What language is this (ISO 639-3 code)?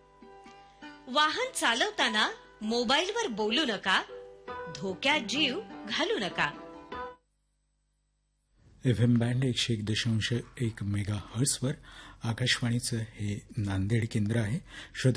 mar